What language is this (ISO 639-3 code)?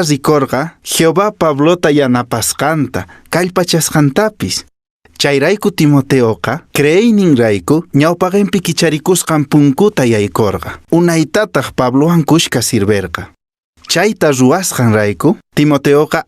que